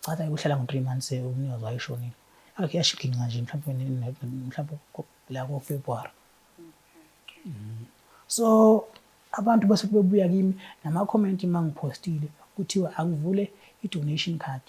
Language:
Zulu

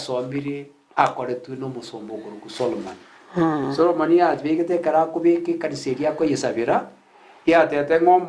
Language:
Gusii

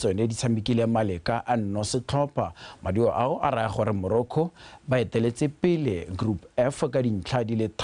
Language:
Tswana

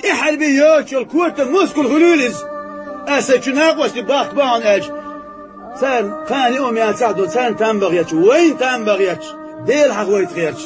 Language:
Chechen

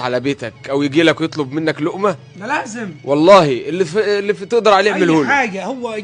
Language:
Egyptian Arabic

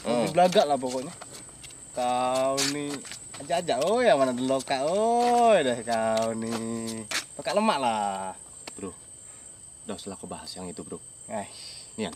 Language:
Musi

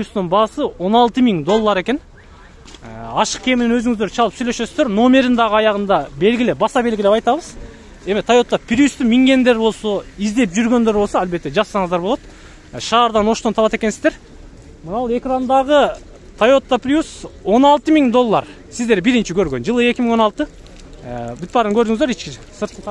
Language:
Kyrgyz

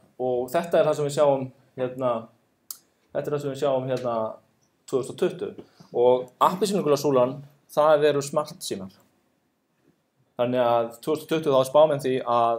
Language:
Icelandic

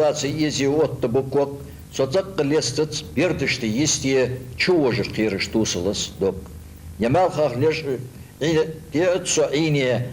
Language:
Ingush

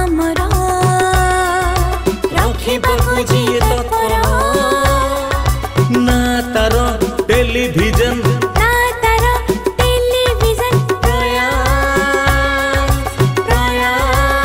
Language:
Odia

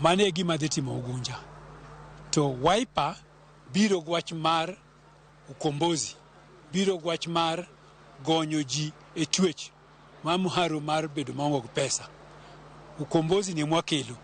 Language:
Luo (Kenya and Tanzania)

